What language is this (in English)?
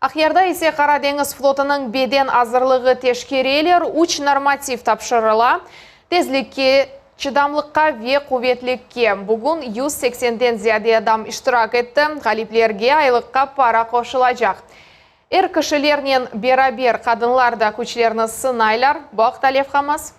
Crimean Tatar